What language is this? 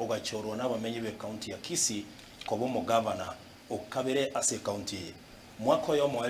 Gusii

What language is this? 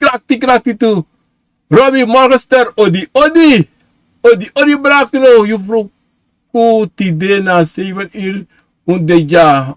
Sranan Tongo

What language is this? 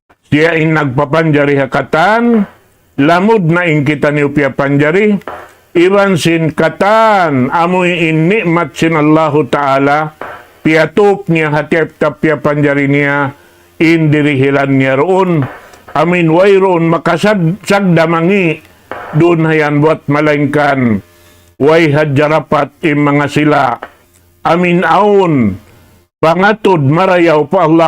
Tausug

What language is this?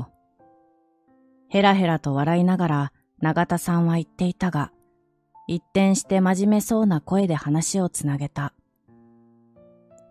Japanese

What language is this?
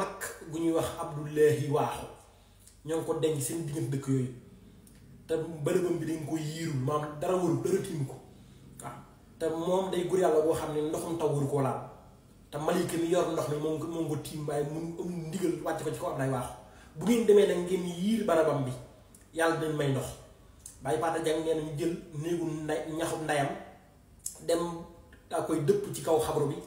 Wolof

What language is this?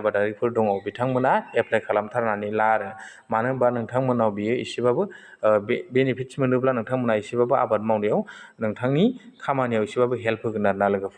Bodo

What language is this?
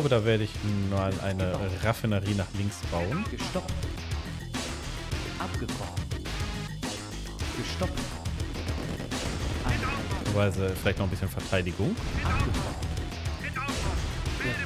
German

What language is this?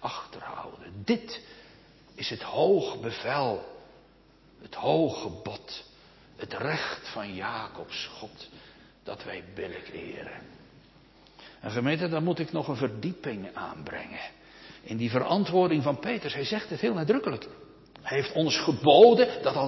Dutch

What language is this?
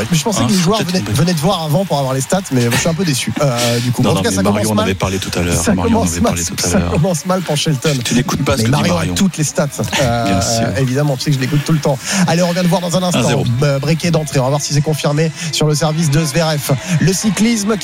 French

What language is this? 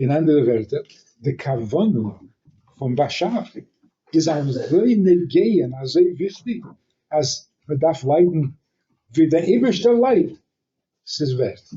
Yiddish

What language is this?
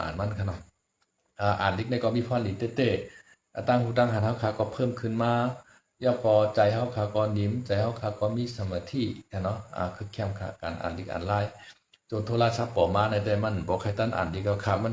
Shan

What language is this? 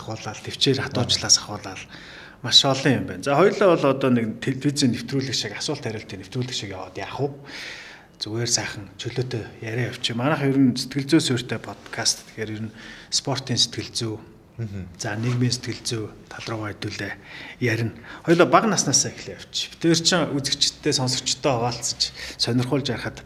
Mongolian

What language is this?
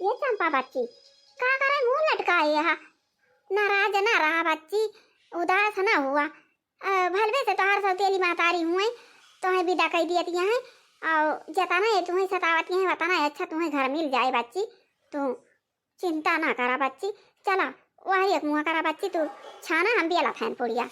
Awadhi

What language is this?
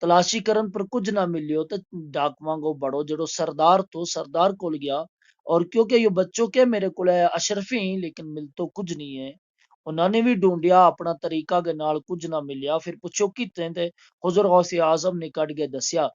Gujari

